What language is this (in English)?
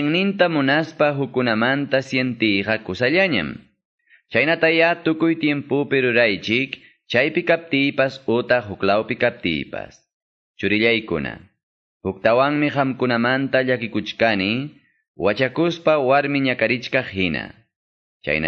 Quechua